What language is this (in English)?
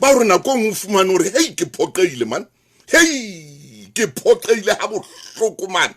Southern Sotho